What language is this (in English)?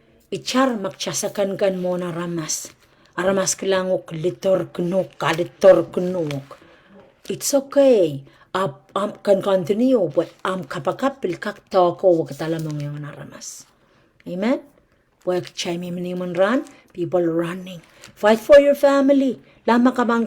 Pohnpeian